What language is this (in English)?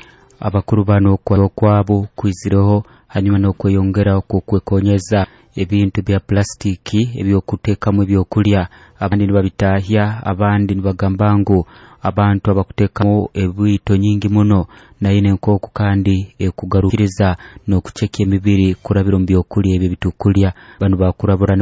Nyoro